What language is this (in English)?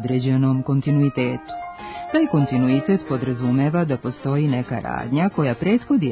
Serbian